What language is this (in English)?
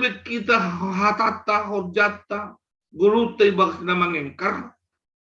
Batak Simalungun